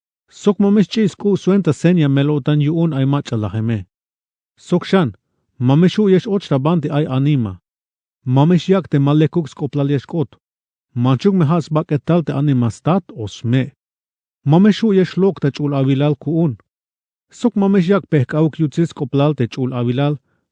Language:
Tzeltal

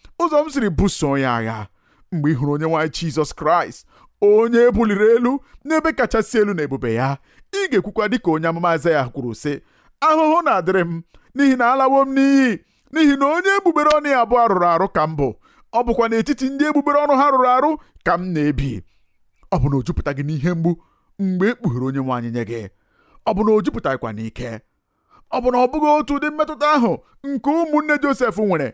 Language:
Igbo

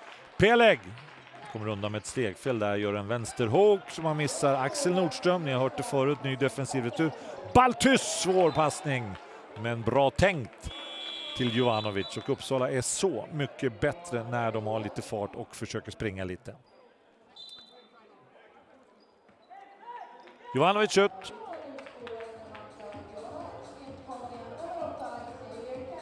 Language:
Swedish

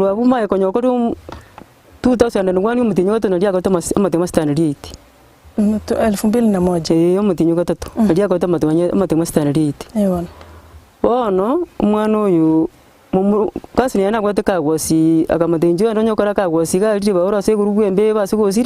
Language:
Gusii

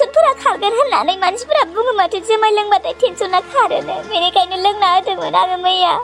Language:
Bodo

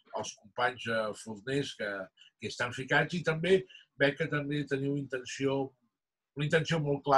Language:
Catalan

